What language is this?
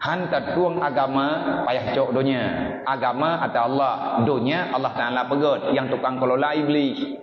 Achinese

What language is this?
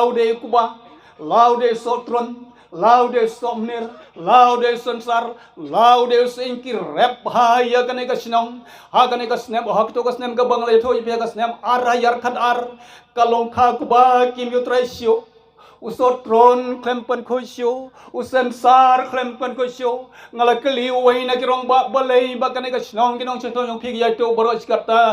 Khasi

